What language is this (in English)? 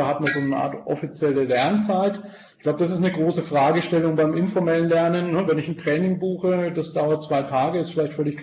German